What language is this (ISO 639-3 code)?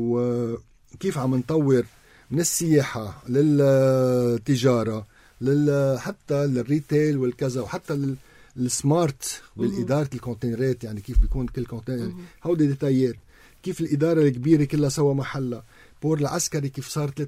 apc